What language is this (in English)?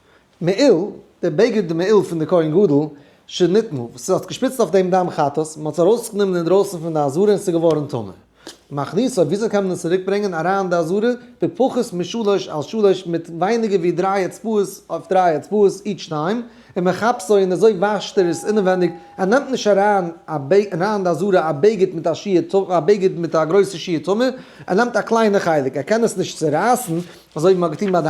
Yiddish